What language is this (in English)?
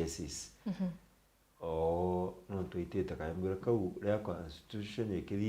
Meru